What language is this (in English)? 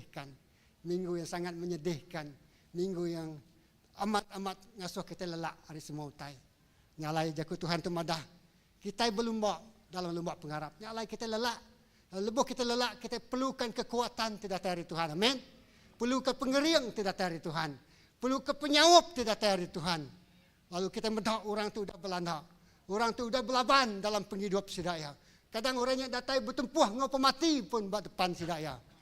Iban